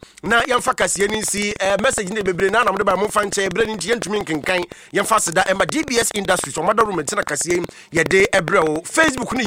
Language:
Akan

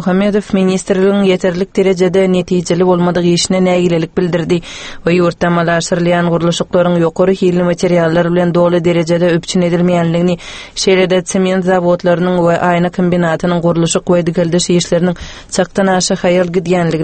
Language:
Turkmen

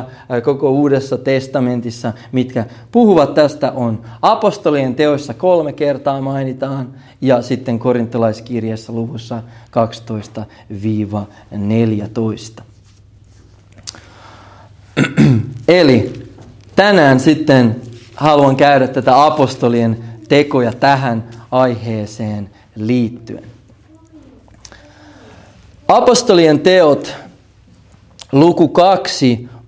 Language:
Finnish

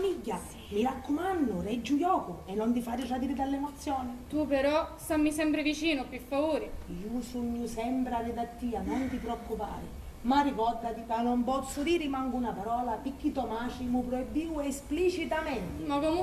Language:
Sicilian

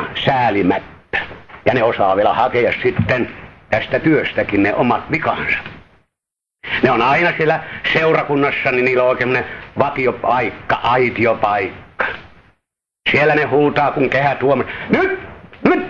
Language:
Finnish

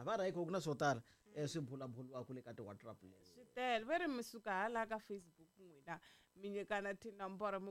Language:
Tsonga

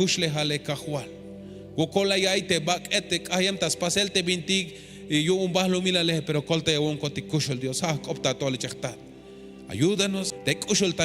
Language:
Tzeltal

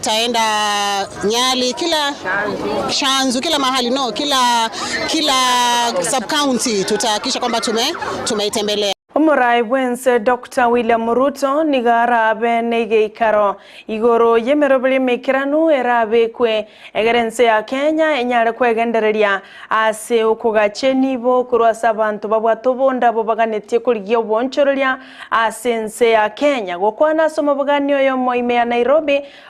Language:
Gusii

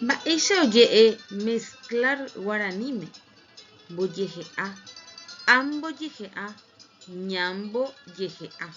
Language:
Guarani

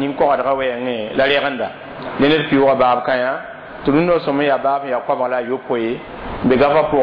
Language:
Mossi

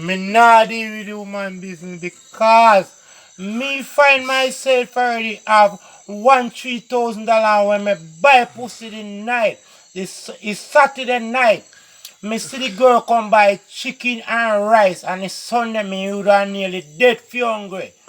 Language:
Jamaican Creole English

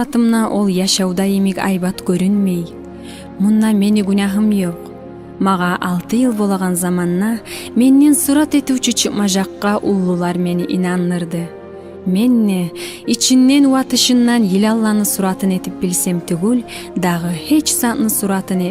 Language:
Kumyk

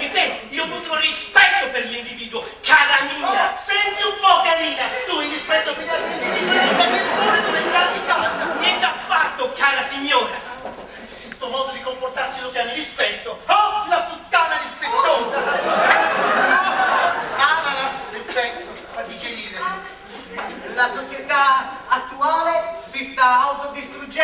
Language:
Italian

